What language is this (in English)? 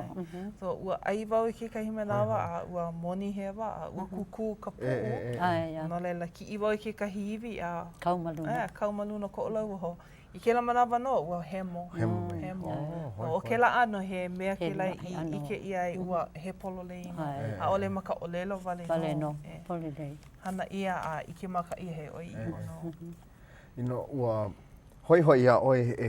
Hawaiian